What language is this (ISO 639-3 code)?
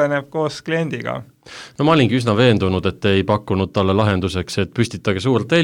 est